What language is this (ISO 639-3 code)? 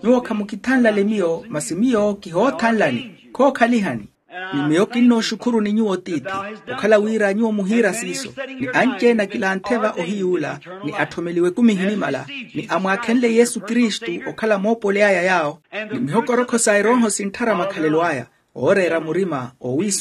vmw